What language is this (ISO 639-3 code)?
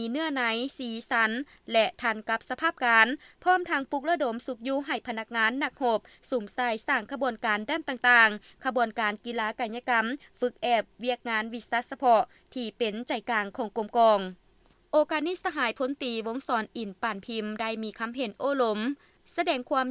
lao